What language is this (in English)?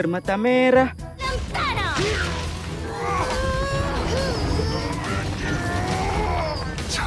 Indonesian